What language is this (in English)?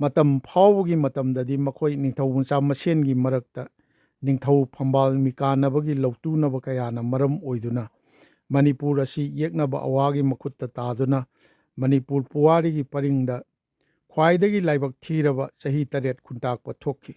Manipuri